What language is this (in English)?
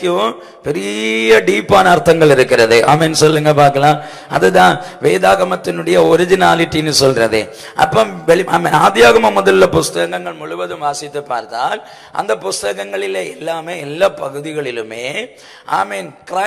Tamil